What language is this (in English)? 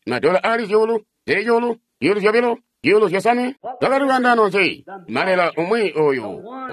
Tonga (Zambia)